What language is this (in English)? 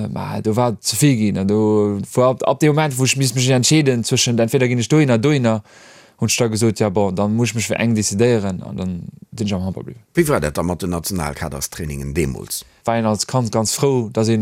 Luxembourgish